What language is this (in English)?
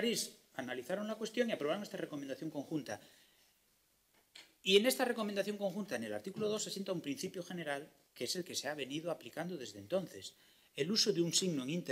Spanish